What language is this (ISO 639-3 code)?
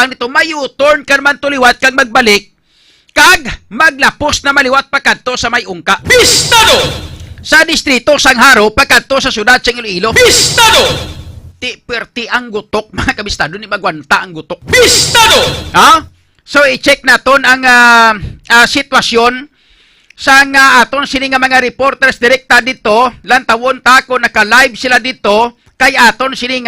hil